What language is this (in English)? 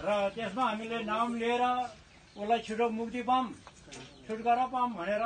Nepali